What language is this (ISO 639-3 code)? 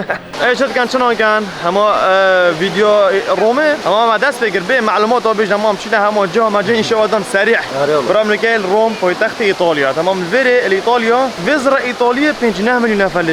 kur